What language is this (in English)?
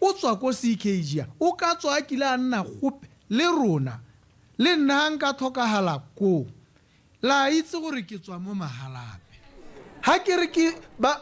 Tswana